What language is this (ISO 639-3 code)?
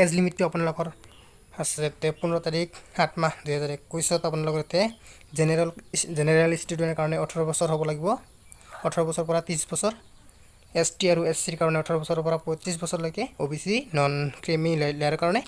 asm